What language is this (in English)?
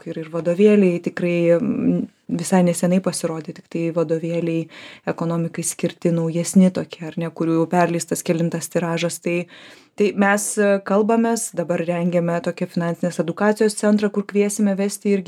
Lithuanian